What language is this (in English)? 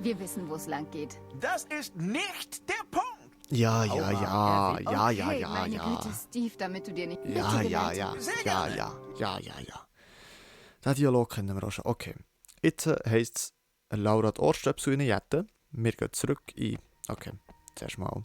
Swiss German